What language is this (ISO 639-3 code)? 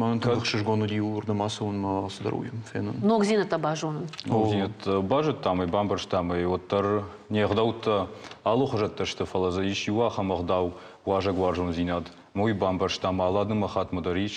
oss